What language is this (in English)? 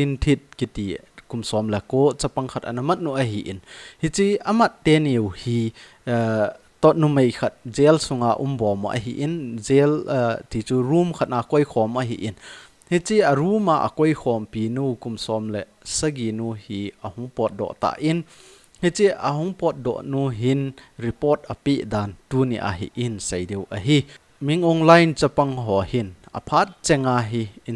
Thado Chin